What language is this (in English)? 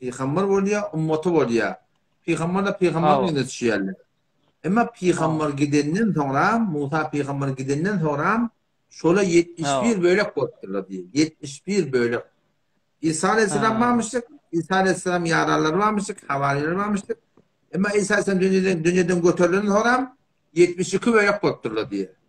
Turkmen